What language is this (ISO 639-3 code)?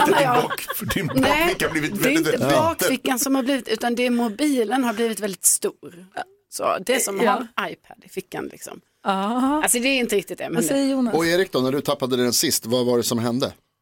swe